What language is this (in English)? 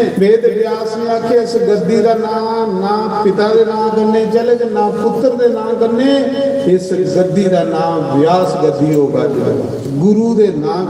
Dogri